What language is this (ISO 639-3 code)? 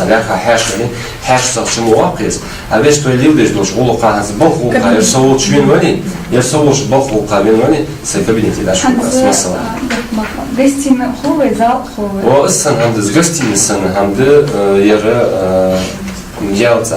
inh